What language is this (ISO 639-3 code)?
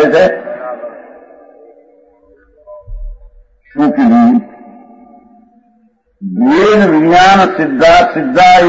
guj